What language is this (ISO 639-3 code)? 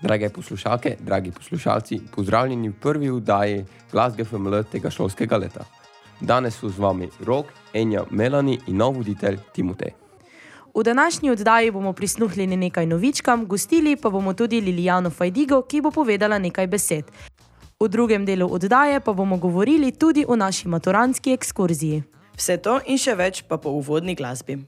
slv